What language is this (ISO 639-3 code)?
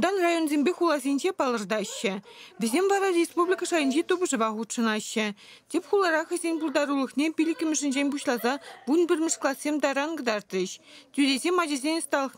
chv